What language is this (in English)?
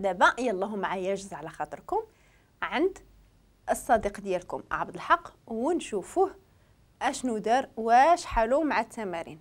Moroccan Arabic